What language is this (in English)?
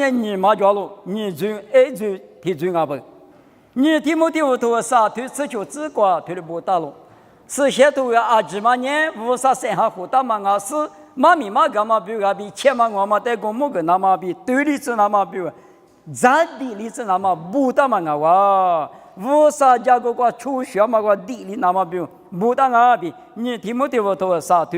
Lisu